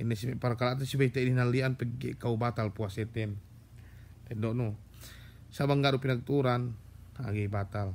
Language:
Yakan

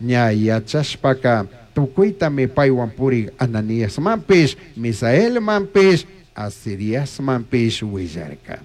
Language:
Chimborazo Highland Quichua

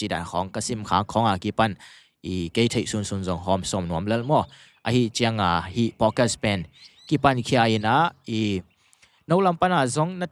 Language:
Tedim Chin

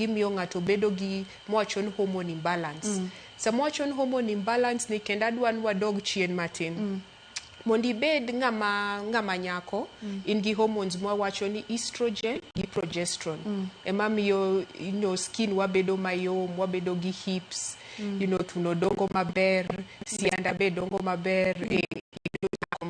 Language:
Luo (Kenya and Tanzania)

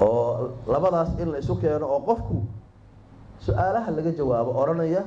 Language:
Somali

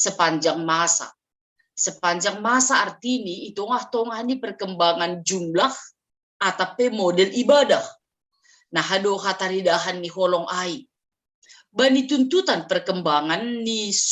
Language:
Batak Simalungun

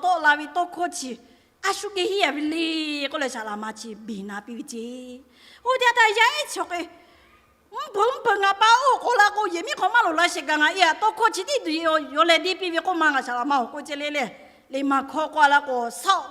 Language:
Lahu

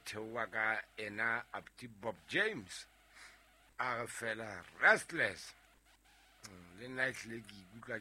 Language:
Southern Sotho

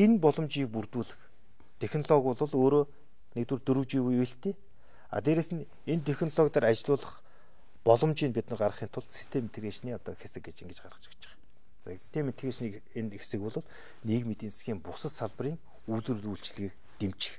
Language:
Mongolian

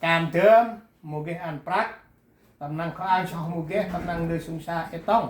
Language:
Central Mnong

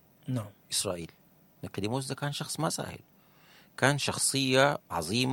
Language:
Sudanese Arabic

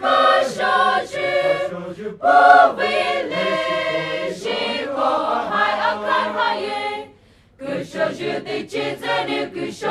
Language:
Poumei Naga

